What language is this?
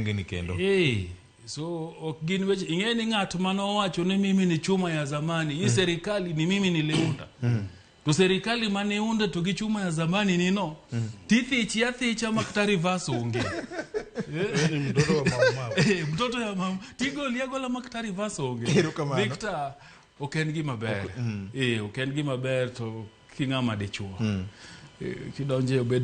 Luo (Kenya and Tanzania)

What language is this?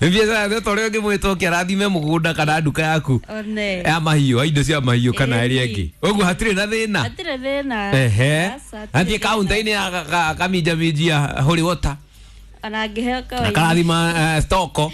Kikuyu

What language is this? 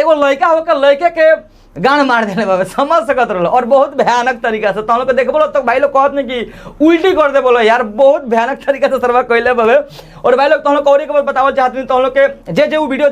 Bhojpuri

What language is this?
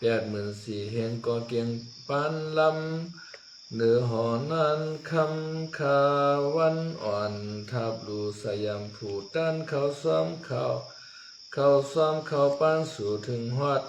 Shan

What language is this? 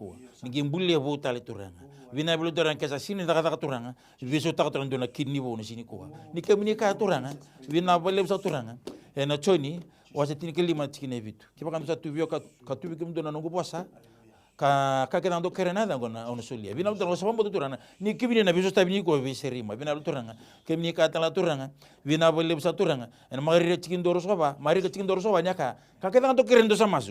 Fijian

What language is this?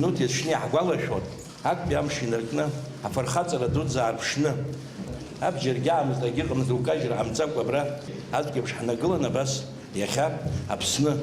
Abkhazian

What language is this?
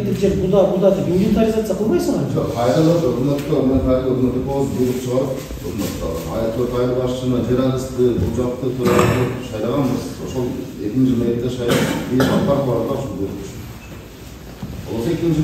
Kyrgyz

